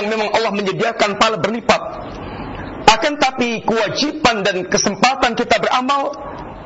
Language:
Indonesian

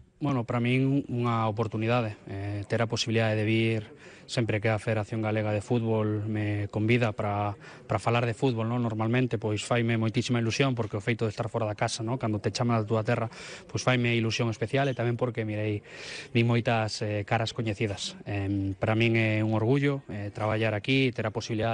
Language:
Galician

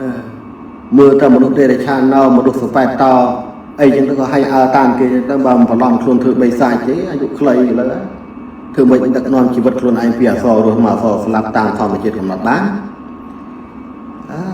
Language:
Khmer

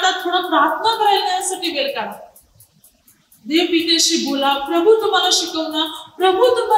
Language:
Marathi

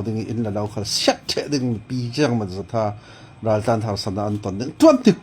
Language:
Falam Chin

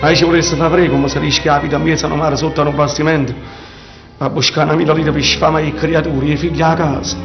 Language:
Neapolitan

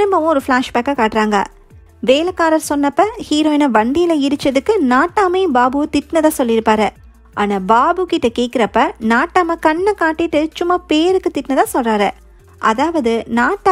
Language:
Tamil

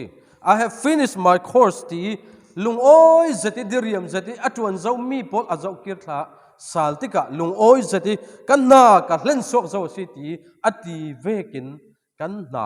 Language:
Falam Chin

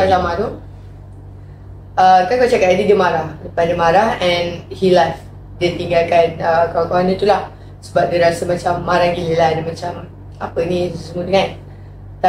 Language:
Malay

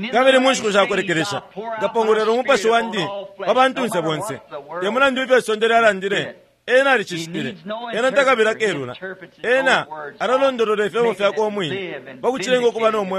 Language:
Bemba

